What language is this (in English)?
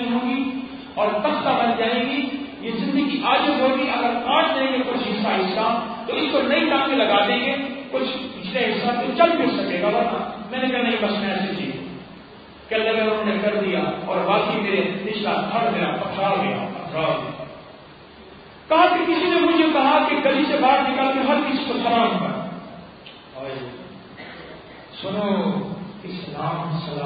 Urdu